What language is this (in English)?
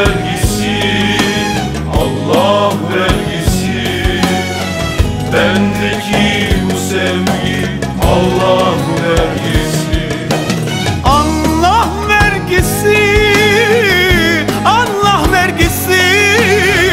Turkish